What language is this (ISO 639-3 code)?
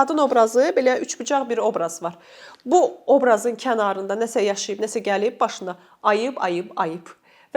aze